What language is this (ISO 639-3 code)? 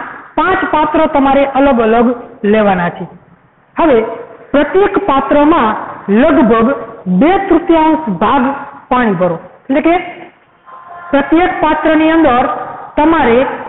guj